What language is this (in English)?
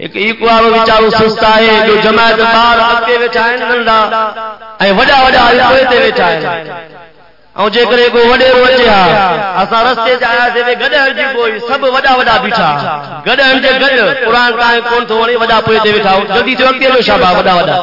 Saraiki